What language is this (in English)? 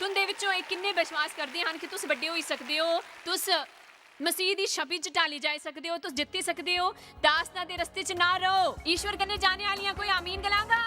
Dogri